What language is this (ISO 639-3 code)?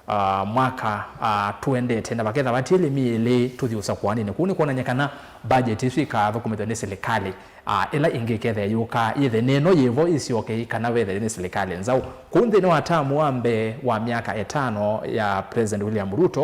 kam